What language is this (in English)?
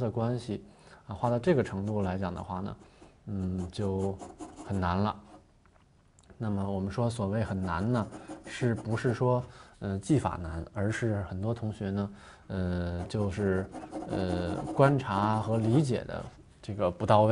Chinese